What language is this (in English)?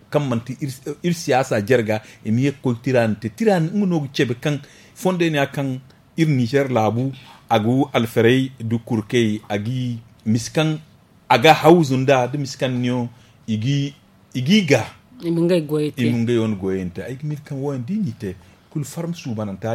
Zarma